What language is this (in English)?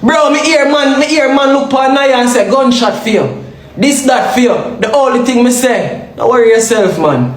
Jamaican Creole English